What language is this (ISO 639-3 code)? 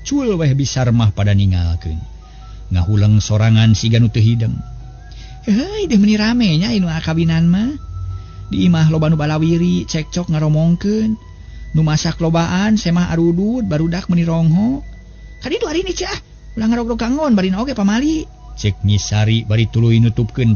sun